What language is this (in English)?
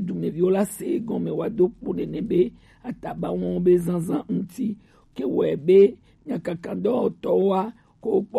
Gen